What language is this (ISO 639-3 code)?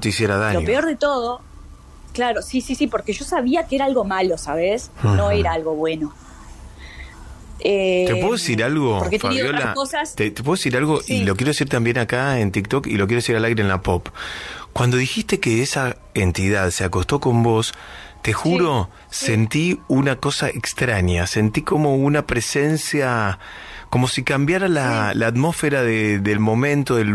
spa